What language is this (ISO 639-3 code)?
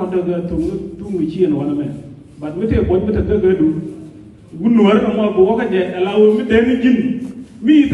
nus